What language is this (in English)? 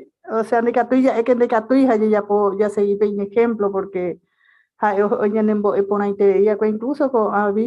Guarani